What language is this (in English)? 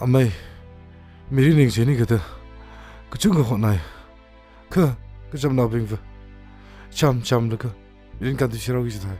Tangkhul Naga (India)